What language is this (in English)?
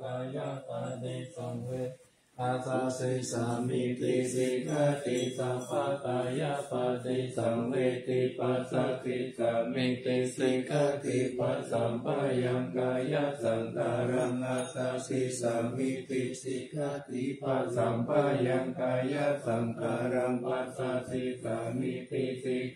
Pali